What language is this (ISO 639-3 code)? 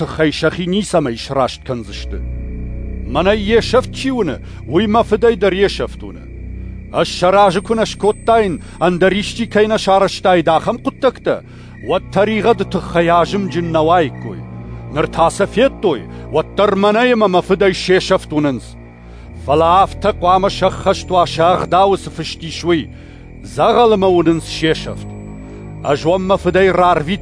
oss